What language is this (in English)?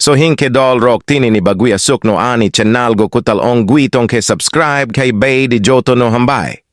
Kok Borok